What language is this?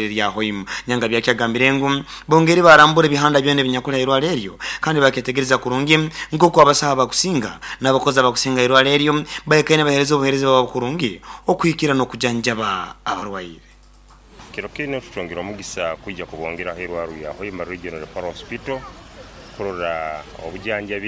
Nyoro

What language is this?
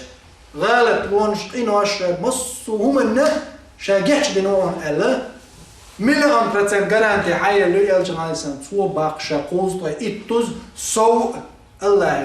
Chechen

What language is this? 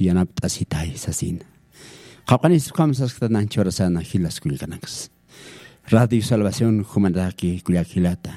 Aymara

